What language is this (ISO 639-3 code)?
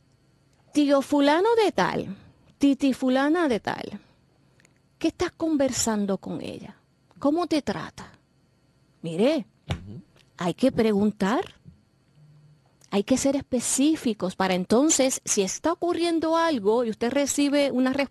spa